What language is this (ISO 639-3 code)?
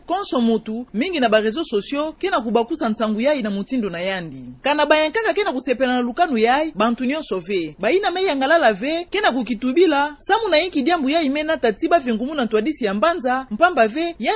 ktu